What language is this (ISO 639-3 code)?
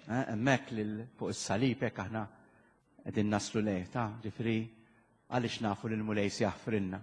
mlt